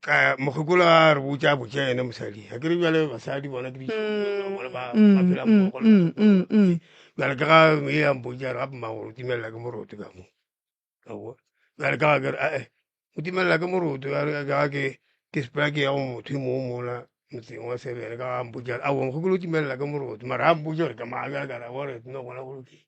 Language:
Northern Sotho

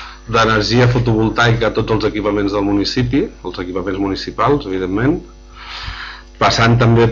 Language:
Catalan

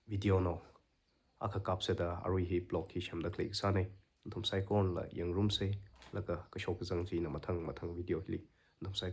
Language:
Tangkhul Naga (India)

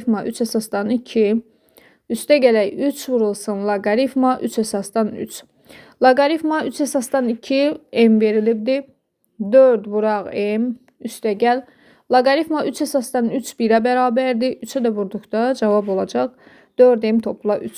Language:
Azerbaijani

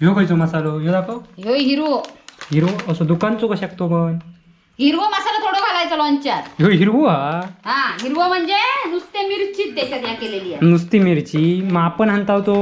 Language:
Konkani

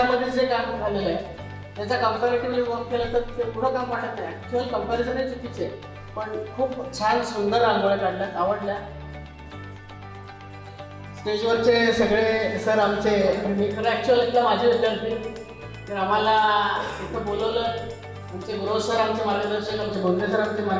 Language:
Marathi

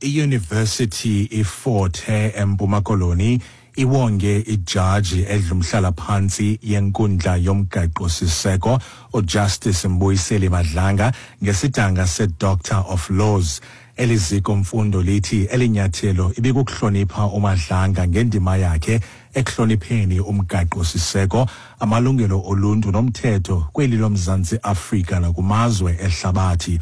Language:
Xhosa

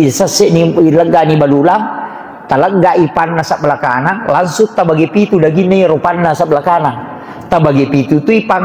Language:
Buginese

